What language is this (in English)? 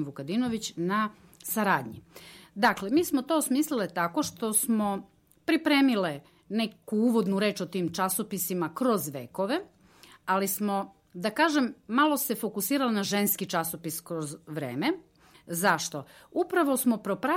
Serbian